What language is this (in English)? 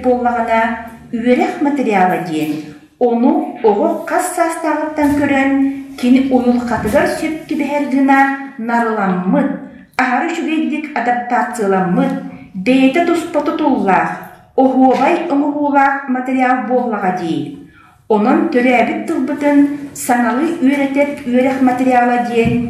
Yakut